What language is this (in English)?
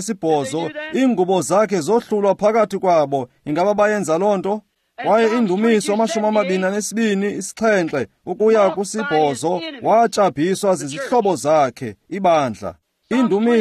Xhosa